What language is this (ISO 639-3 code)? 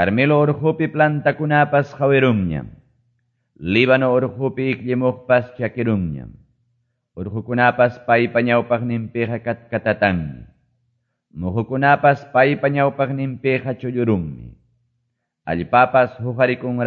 que